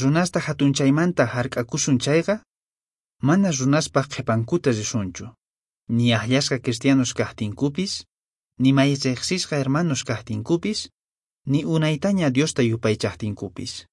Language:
Quechua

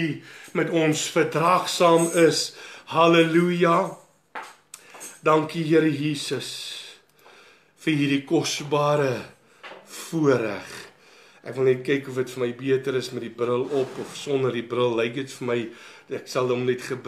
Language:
Afrikaans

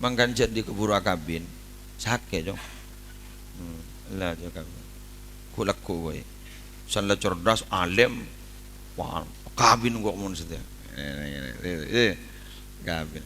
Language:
Madurese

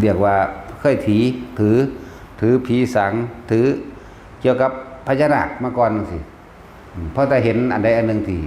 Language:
Northeastern Thai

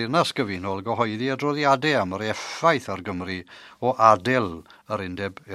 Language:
Welsh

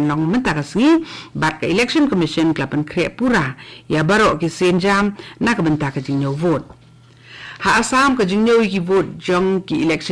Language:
Khasi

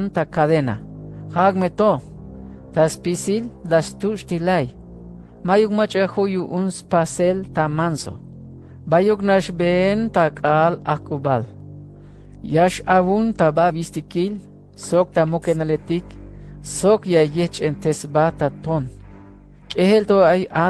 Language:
Tzeltal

